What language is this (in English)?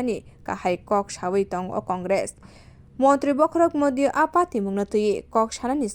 Kok Borok